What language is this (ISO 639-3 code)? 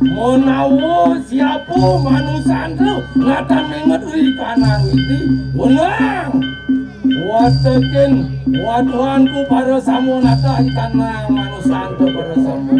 ban